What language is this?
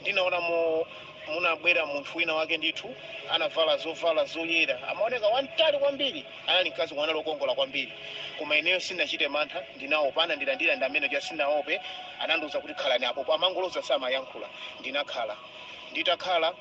Nyanja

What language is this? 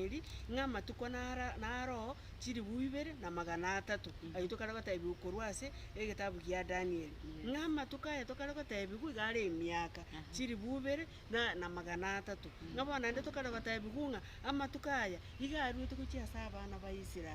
Gusii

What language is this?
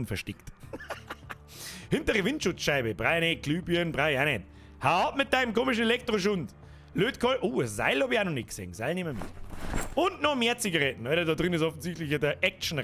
Bavarian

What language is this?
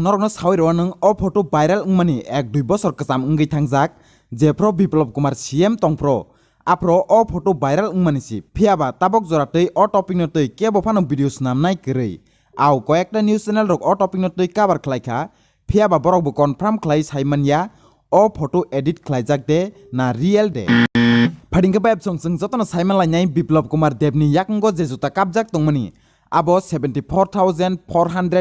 Kok Borok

